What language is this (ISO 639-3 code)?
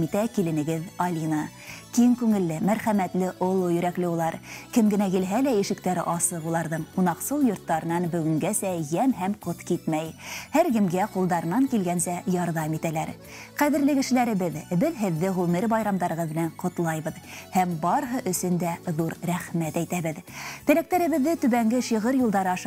bak